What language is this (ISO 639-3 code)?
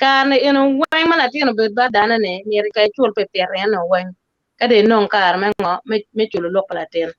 ach